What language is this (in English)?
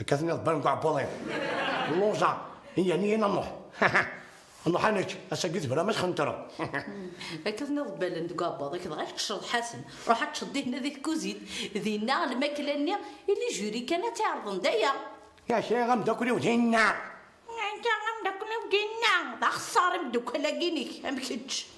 Kabyle